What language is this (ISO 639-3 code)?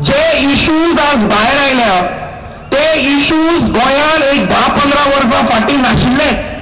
kok